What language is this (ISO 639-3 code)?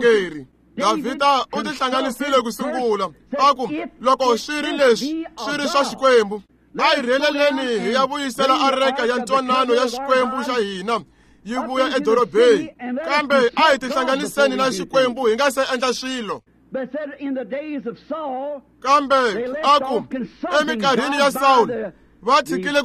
tso